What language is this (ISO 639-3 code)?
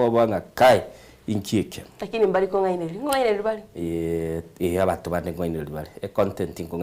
guz